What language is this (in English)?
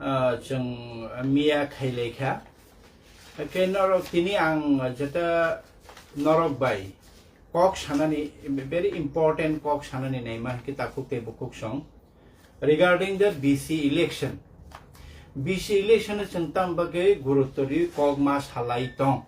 Kok Borok